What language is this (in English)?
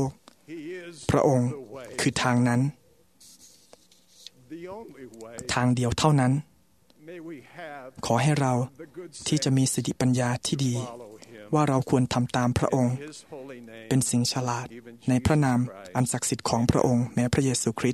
Thai